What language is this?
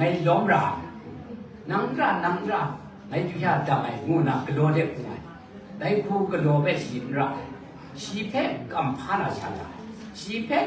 Kachin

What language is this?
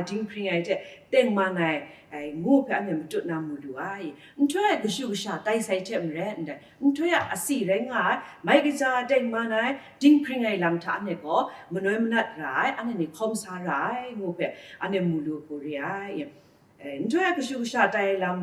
Kachin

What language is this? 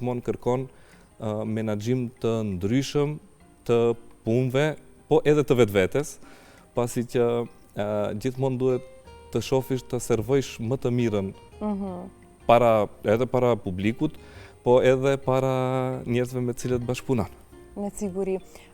Albanian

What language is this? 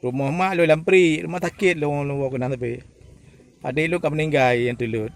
Achinese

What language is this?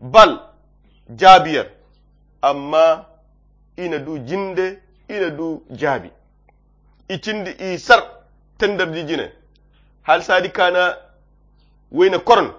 Koyra Chiini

